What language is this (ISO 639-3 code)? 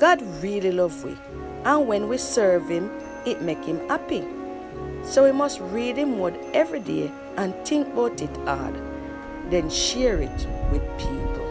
jam